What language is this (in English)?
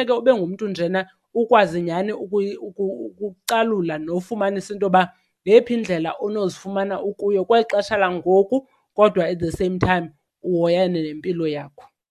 Xhosa